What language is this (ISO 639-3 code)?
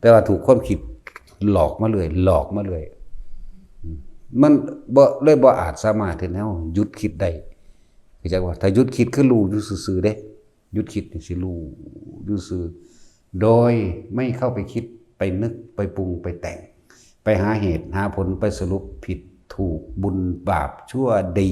tts